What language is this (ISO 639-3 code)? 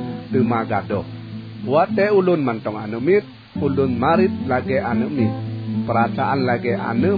ace